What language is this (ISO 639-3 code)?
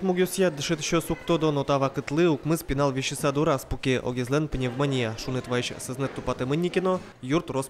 udm